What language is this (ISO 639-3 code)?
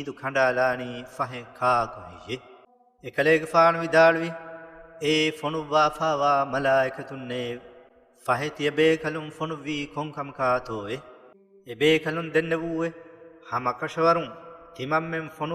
div